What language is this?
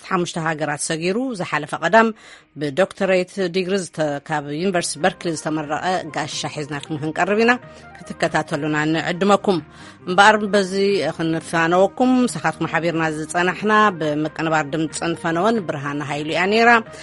Tigrinya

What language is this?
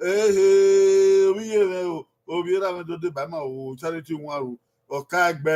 Bini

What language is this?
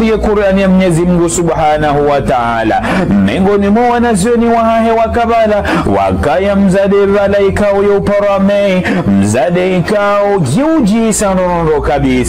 Ngazidja Comorian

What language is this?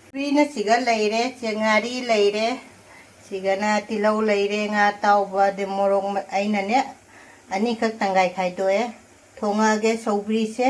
Manipuri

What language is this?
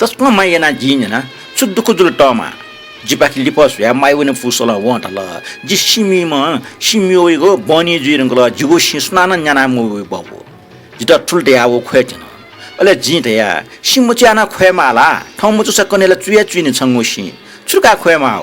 Newari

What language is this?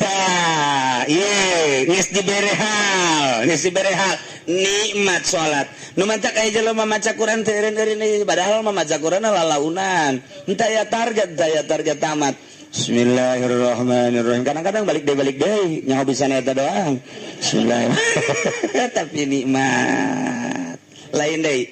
Sundanese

